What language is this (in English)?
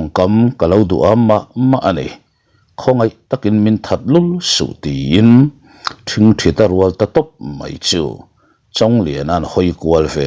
Mizo